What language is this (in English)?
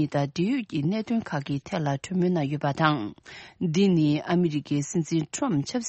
Tibetan